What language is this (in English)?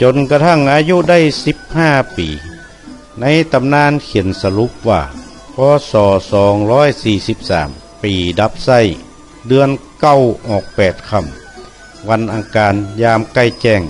Northern Thai